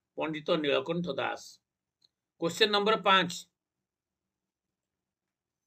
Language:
Odia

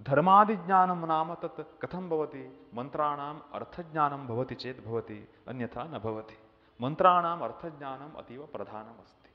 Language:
Sanskrit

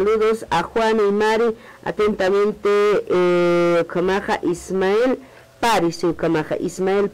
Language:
Aymara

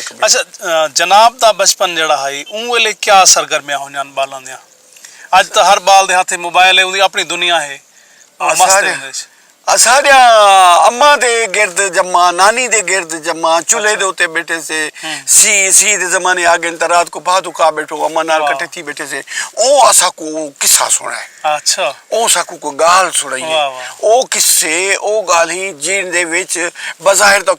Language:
Saraiki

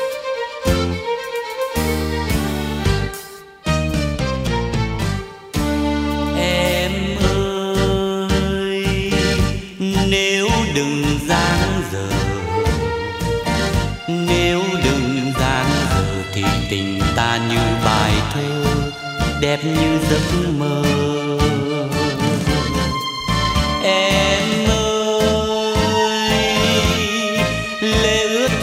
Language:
Vietnamese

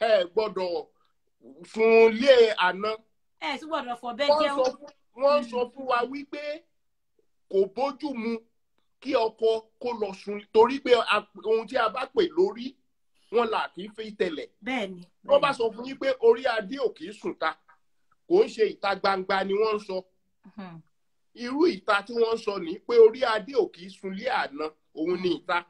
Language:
Yoruba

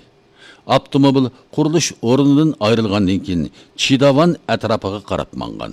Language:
Uyghur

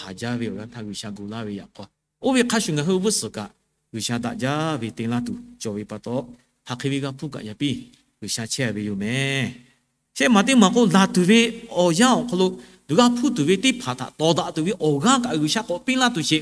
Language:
Lahu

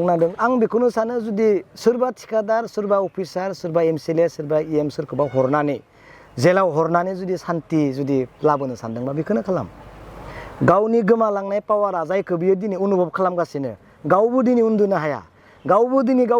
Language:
Bodo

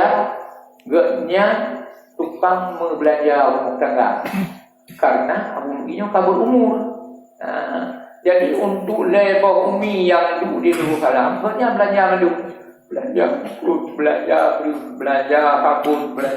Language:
Achinese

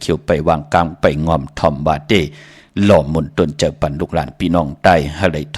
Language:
Shan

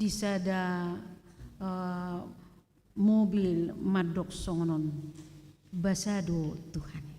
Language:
Batak Toba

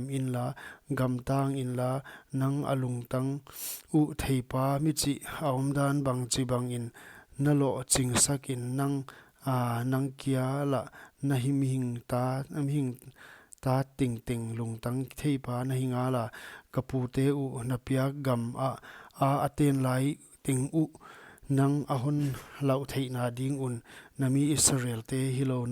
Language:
Paite Chin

